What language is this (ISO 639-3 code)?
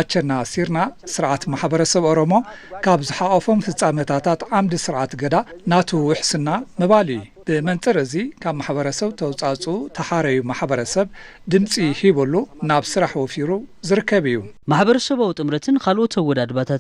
tir